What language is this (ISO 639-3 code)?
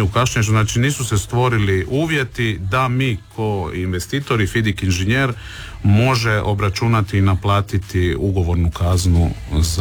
hrv